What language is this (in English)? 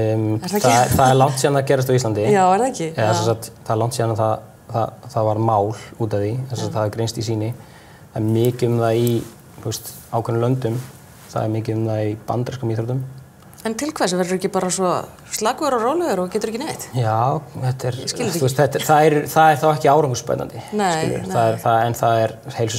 Icelandic